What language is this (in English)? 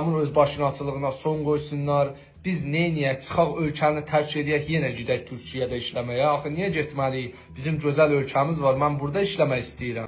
Azerbaijani